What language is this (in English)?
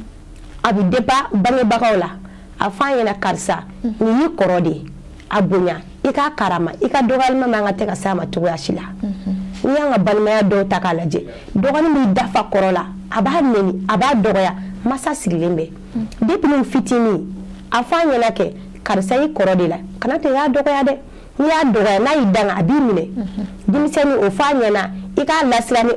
Bambara